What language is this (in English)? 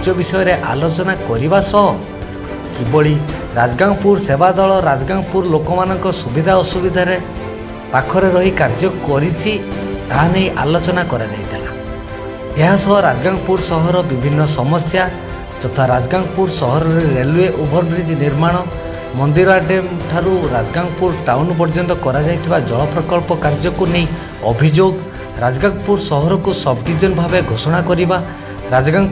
Odia